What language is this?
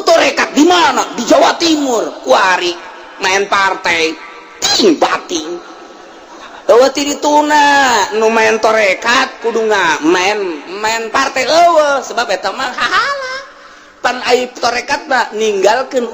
Sundanese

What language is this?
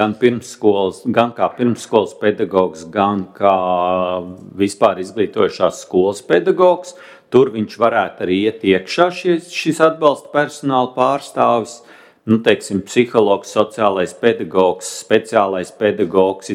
Latvian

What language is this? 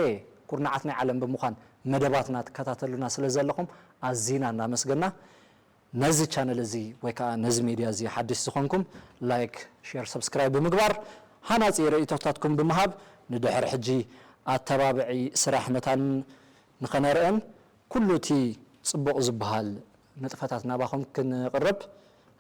Tigrinya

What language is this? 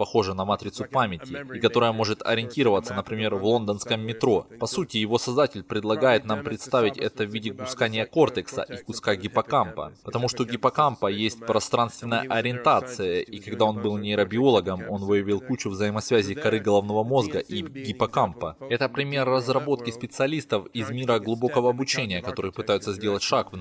Russian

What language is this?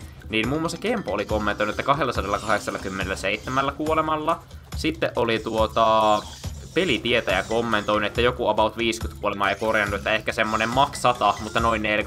Finnish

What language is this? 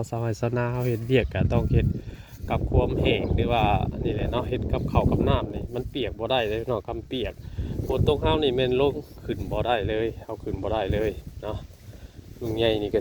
Northeastern Thai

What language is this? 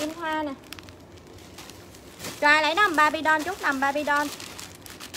Vietnamese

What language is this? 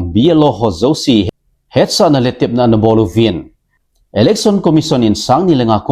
Thado Chin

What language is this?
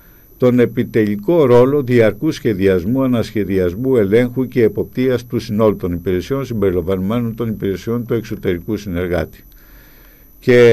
Greek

